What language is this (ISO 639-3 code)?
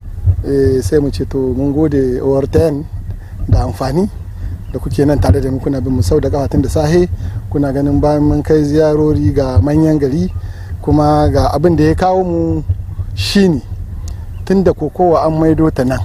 hau